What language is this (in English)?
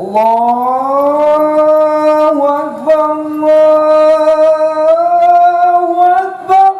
Achinese